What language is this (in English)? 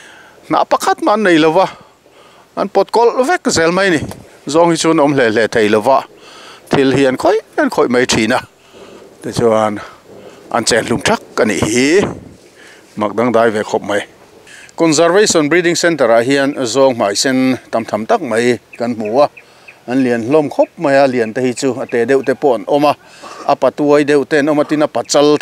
Mizo